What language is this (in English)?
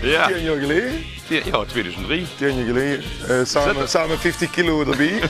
Limburgish